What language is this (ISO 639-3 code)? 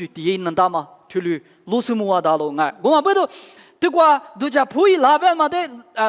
lis